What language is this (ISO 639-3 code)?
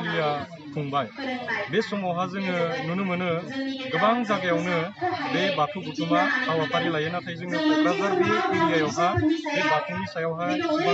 brx